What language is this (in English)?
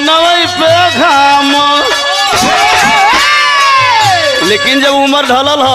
Bhojpuri